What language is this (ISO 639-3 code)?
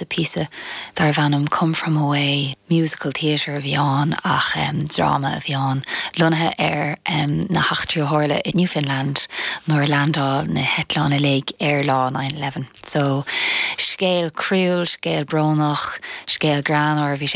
gle